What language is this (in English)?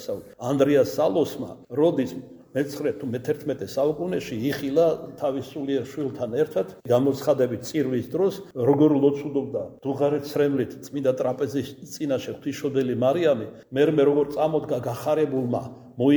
Georgian